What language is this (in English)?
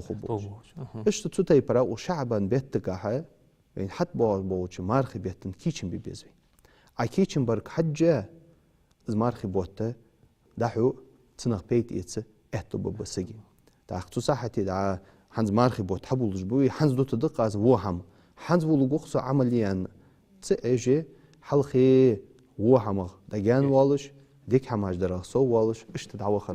Ingush